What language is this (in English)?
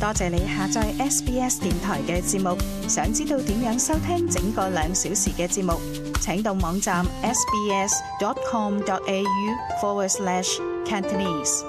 Cantonese